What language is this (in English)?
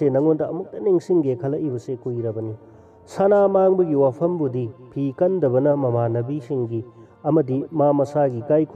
Manipuri